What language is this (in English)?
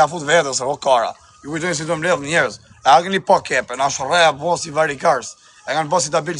Albanian